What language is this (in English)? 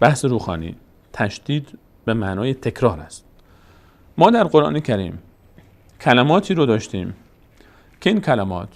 Persian